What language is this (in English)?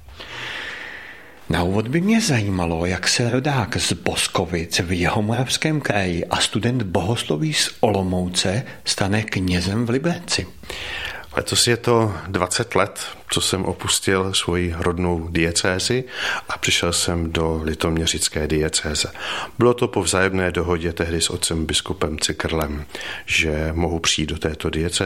Czech